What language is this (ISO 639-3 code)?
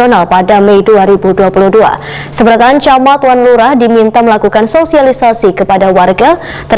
bjn